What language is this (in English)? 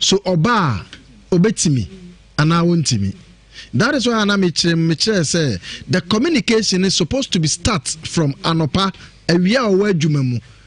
Akan